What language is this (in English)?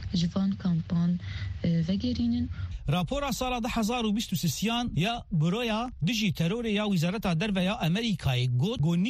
Kurdish